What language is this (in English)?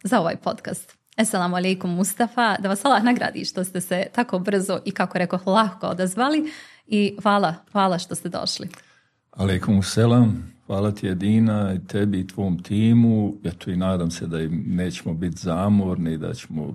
Bosnian